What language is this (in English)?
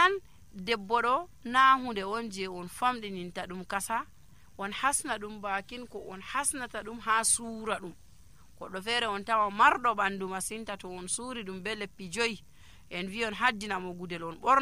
Nigerian Fulfulde